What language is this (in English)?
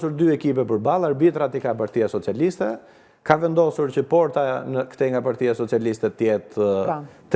Albanian